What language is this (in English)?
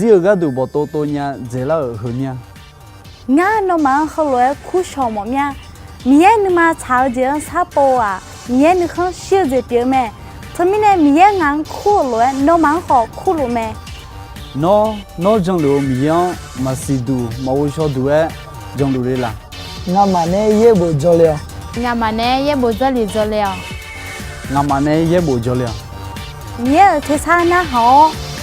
Akha